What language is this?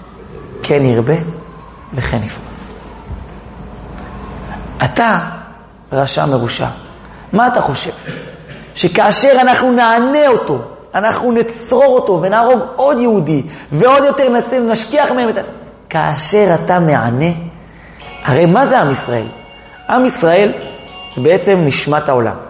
Hebrew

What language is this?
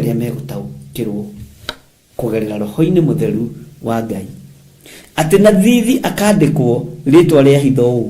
Kikuyu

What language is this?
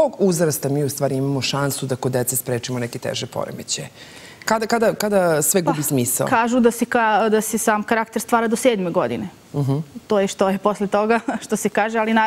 Serbian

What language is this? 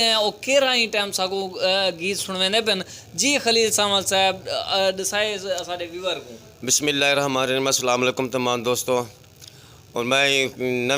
Saraiki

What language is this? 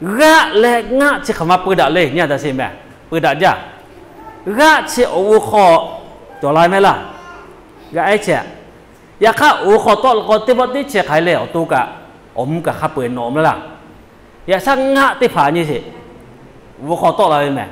Lahu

